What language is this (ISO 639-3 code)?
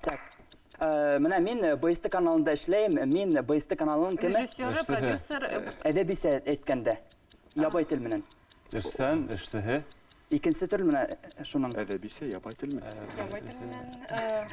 bak